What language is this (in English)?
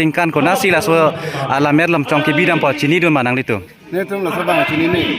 Karbi